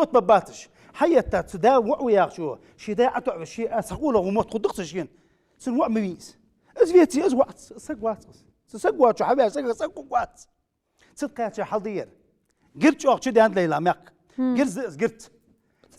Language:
Ingush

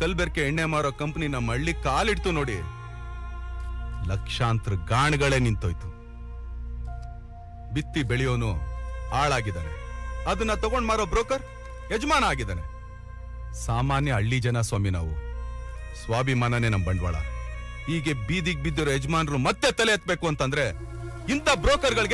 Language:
Kannada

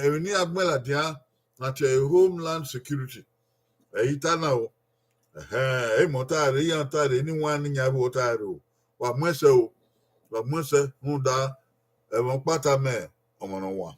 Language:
Bini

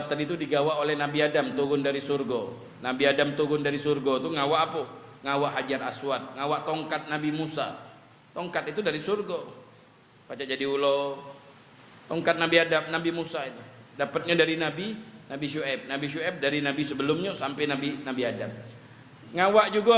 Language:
Musi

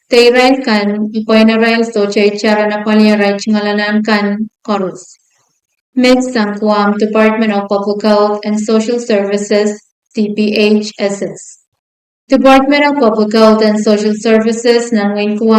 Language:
Pohnpeian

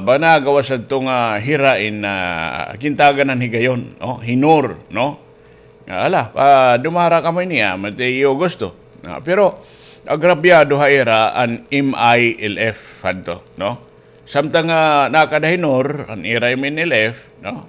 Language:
Waray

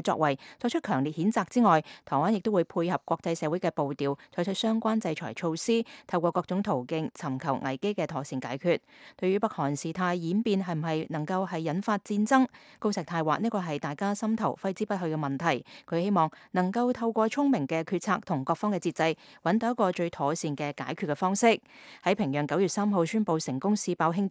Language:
Cantonese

